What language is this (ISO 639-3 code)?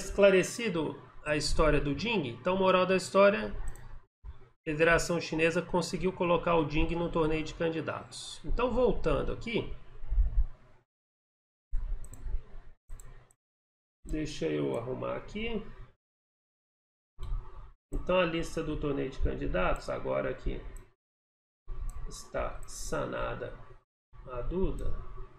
por